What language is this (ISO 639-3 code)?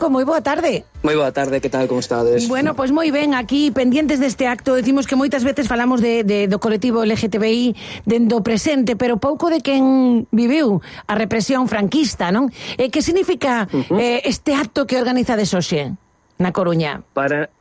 glg